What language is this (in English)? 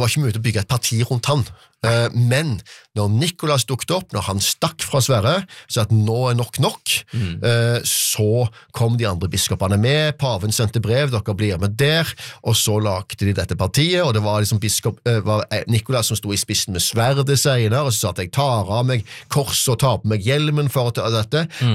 Norwegian